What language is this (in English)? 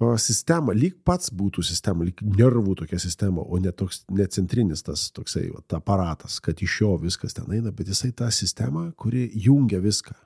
Lithuanian